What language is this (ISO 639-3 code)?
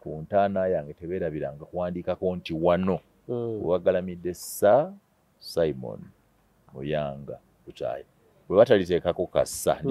lug